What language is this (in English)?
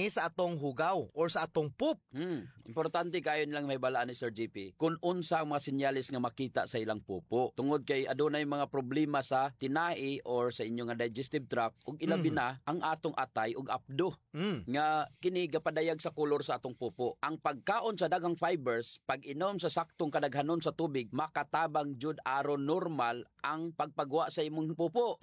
Cebuano